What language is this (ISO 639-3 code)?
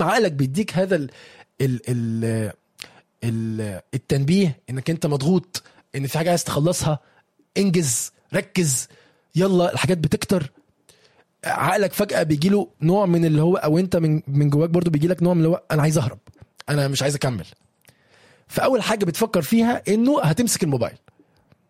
arz